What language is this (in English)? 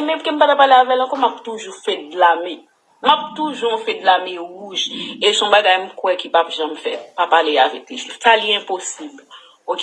Haitian Creole